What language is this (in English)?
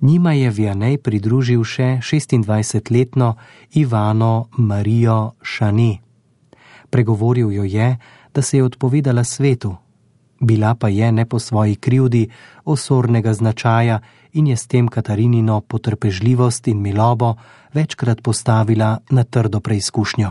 Slovenian